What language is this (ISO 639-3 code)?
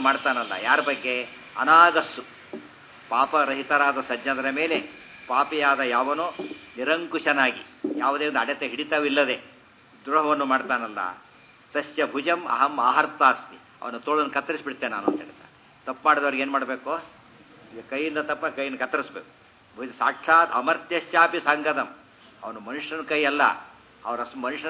kan